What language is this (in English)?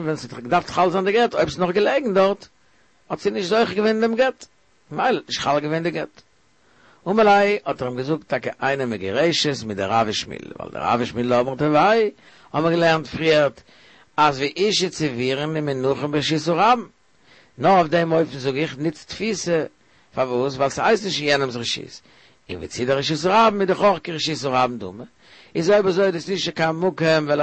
Yiddish